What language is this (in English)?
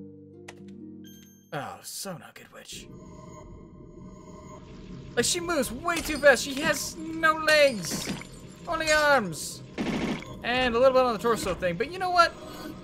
English